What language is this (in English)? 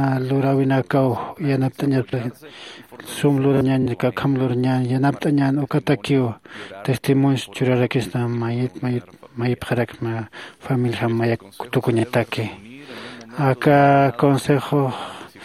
Aymara